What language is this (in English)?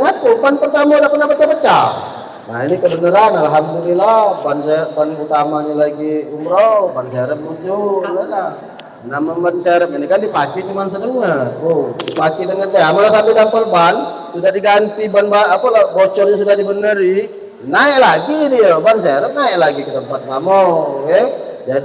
Musi